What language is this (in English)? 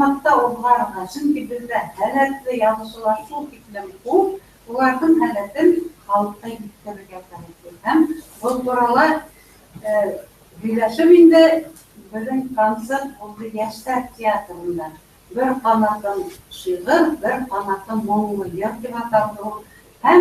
Bashkir